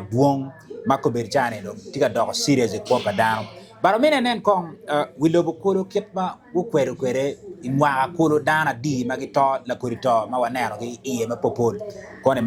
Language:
Acoli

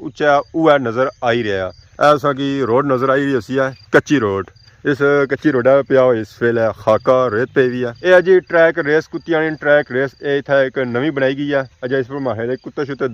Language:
Pahari-Potwari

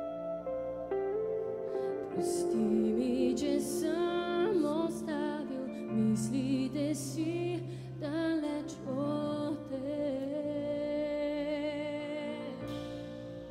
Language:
Bulgarian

